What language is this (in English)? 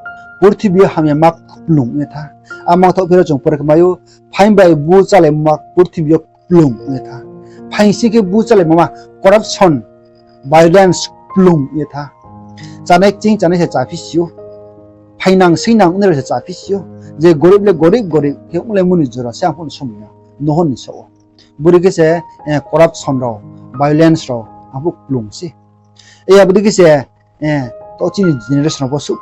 Riang (India)